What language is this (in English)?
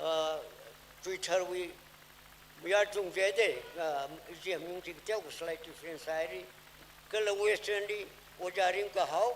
Tangkhul Naga (India)